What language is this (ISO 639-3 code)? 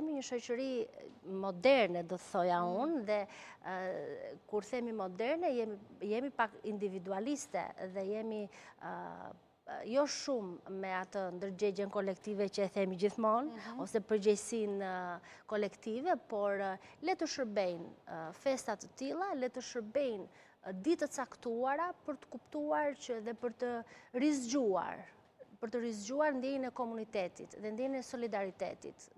sqi